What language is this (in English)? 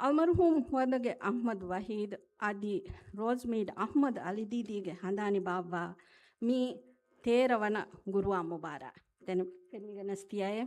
Divehi